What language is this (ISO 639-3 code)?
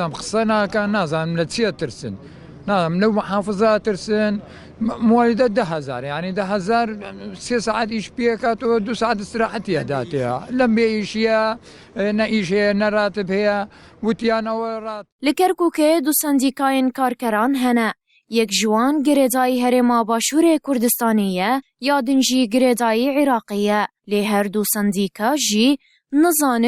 kur